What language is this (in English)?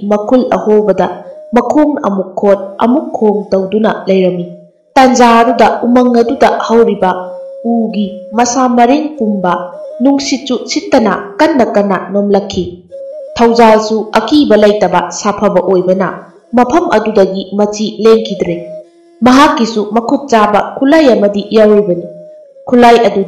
Manipuri